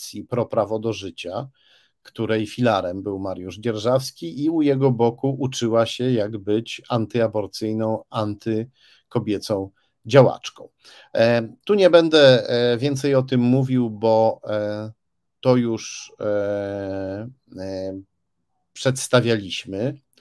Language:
Polish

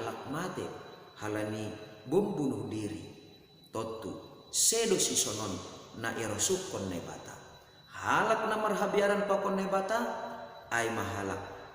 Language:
Batak Simalungun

